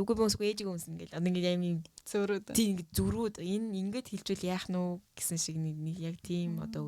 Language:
Mongolian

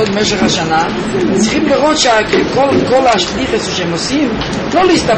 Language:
Hebrew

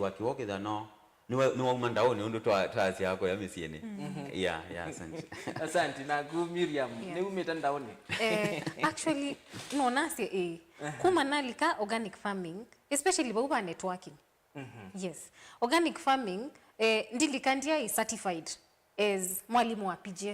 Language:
Kamba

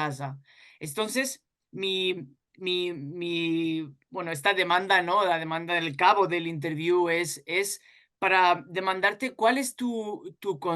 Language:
Ladino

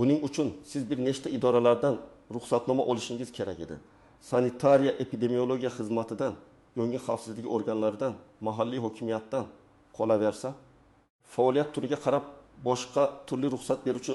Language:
Uzbek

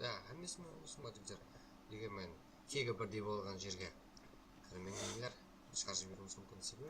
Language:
Kara-Kalpak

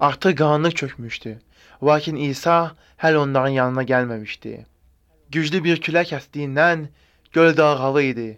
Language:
Azerbaijani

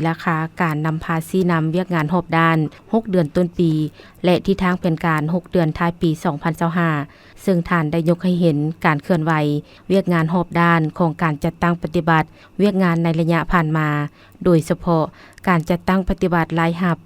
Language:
Lao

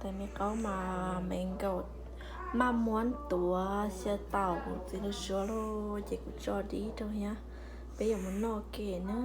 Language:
Hmong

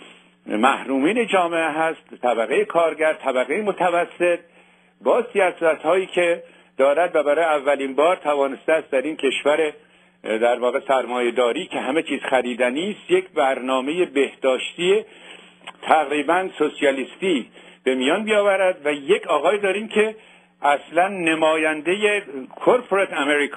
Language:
Persian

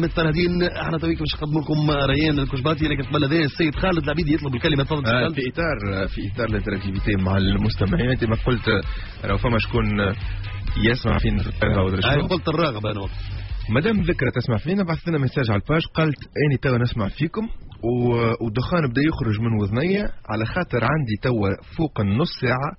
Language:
Tunisian Arabic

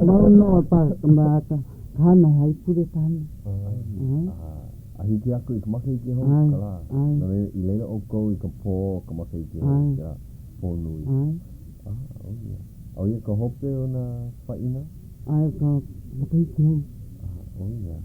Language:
Hawaiian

